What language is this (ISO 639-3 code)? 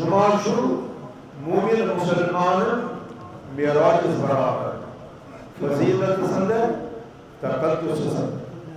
kas